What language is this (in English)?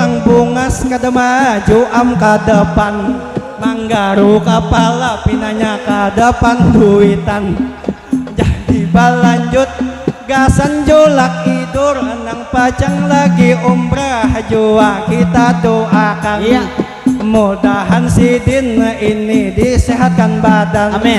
Banjar